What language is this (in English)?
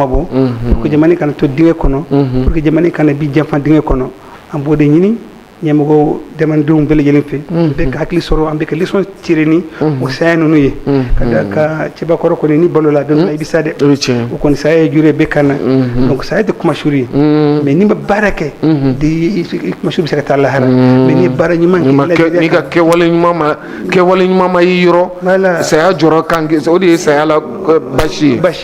Bambara